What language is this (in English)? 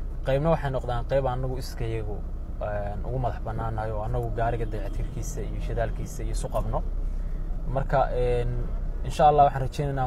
Somali